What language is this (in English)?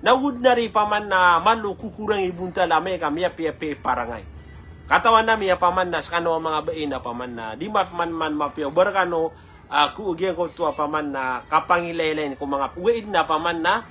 Maranao